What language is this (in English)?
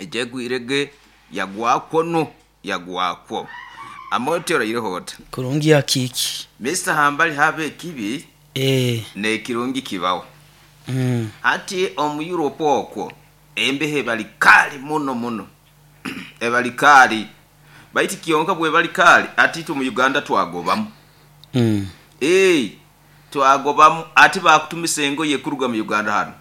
Nyoro